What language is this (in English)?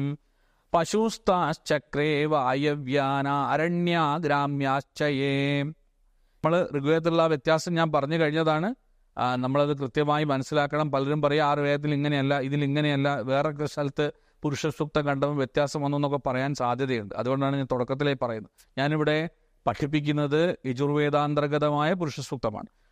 Malayalam